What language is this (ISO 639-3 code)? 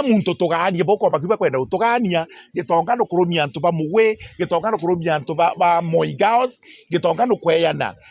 mer